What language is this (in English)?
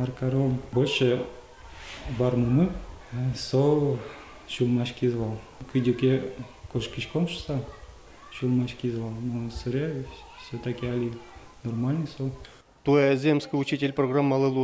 Udmurt